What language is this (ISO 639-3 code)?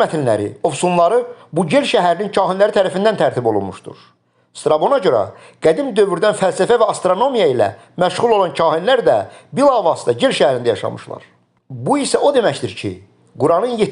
aze